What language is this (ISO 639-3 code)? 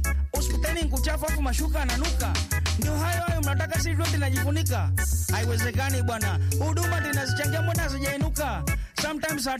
swa